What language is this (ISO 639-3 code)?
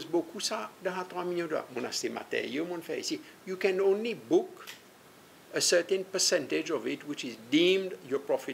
crs